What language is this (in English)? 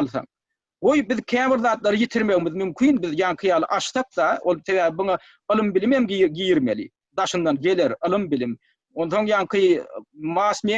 Turkmen